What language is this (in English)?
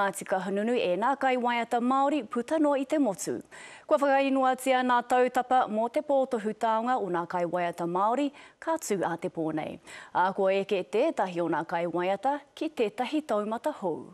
Māori